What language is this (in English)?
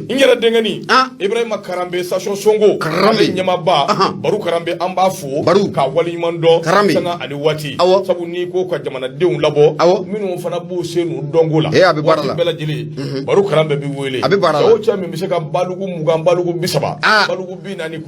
Bambara